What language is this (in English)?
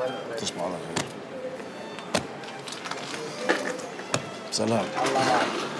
Egyptian Arabic